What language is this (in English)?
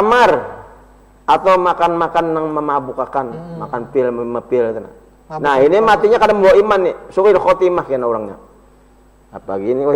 Banjar